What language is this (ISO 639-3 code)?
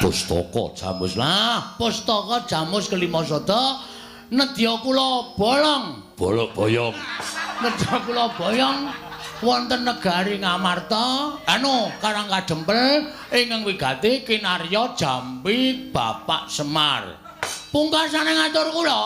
jav